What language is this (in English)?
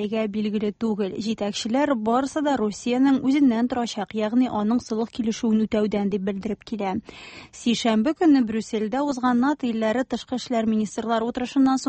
Tatar